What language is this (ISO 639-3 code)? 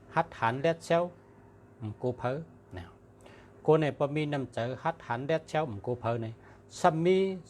shn